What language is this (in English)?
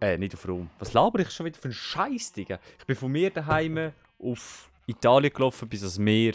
Swiss German